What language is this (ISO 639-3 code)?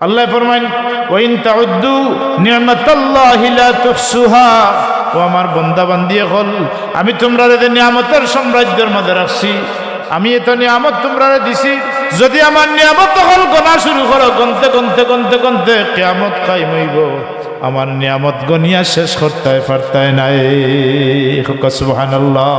syl